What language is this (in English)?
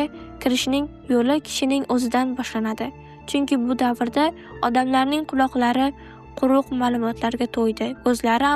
Uzbek